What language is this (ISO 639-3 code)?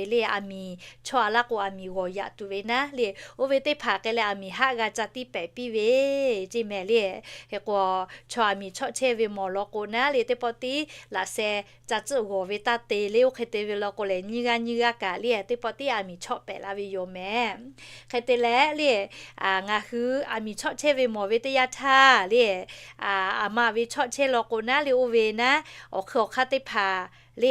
lhu